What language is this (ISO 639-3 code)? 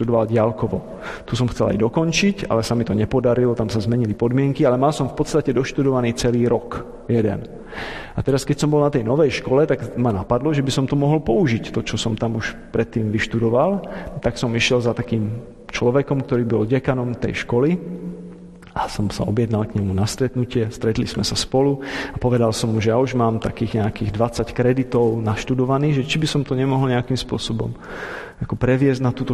slk